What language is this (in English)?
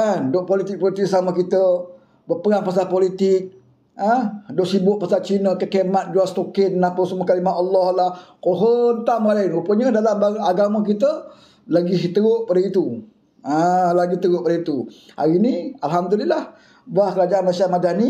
Malay